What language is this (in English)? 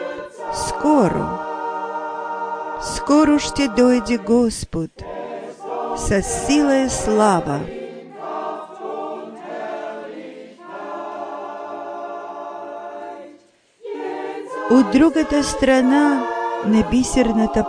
Bulgarian